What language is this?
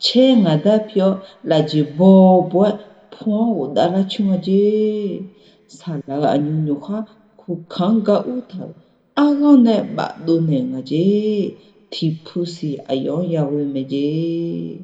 Akha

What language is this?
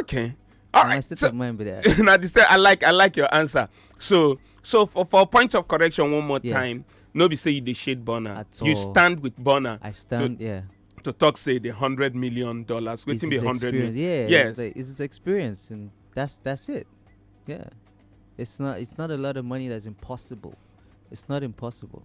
Nigerian Pidgin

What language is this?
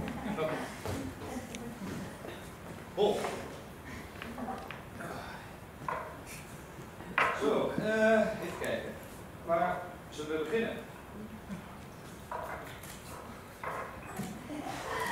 Dutch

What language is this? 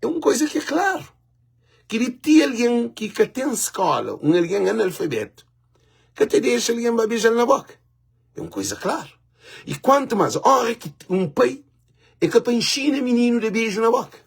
Kabuverdianu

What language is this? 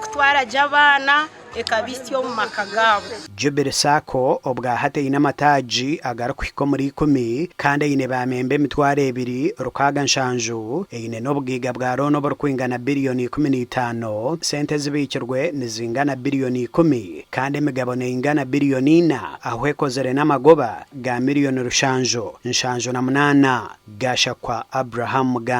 Nyankole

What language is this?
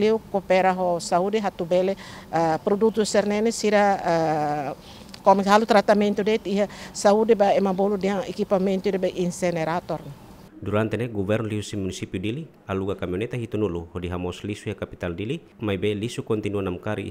Tetum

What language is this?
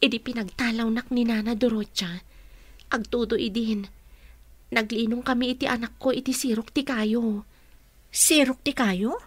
Iloko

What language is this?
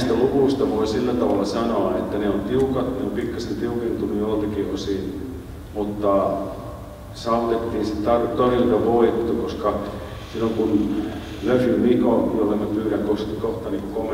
Finnish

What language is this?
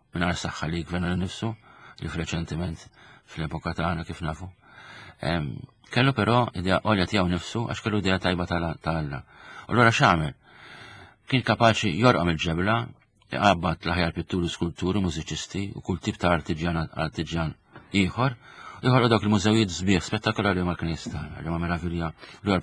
Maltese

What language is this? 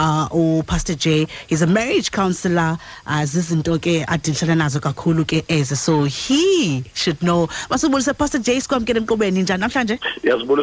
Xhosa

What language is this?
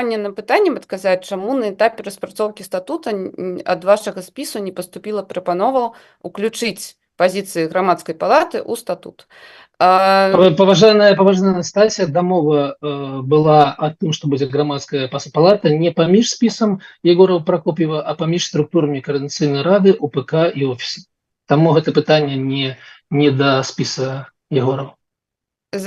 Belarusian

